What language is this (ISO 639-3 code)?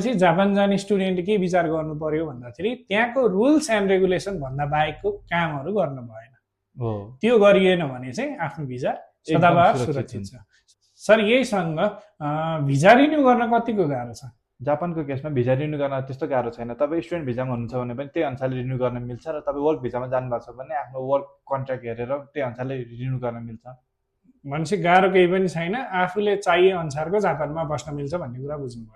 nep